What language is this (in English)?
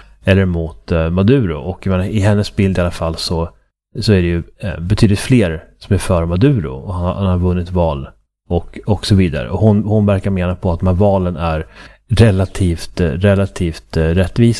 Swedish